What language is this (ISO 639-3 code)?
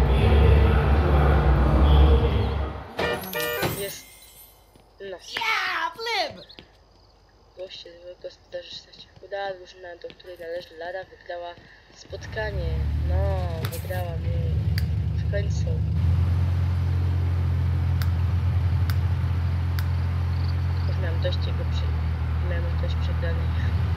pol